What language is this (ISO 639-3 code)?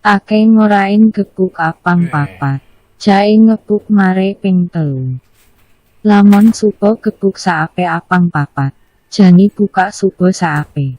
ban